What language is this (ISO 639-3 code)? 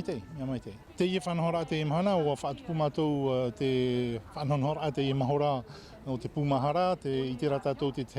tah